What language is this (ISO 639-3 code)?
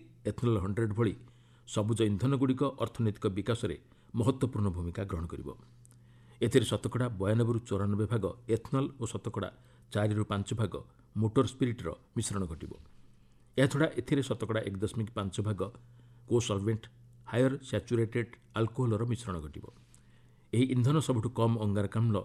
ori